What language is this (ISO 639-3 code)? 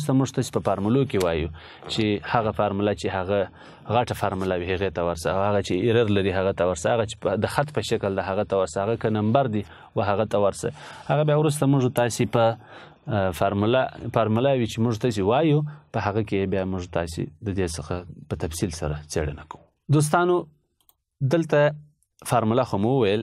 pus